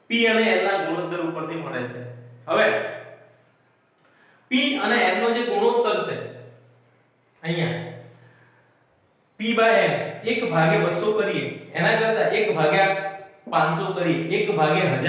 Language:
Gujarati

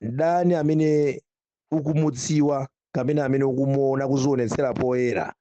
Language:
Nyanja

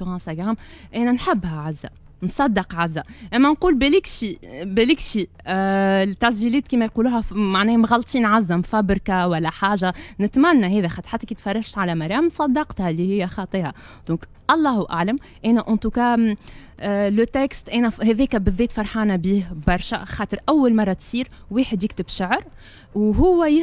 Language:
Tunisian Arabic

